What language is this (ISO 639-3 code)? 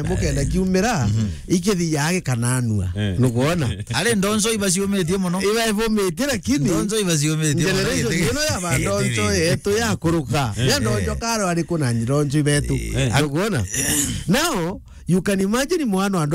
mer